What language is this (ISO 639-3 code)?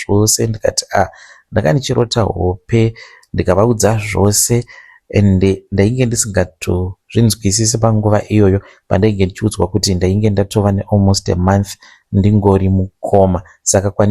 sna